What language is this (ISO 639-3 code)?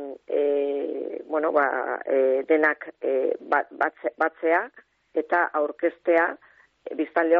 eus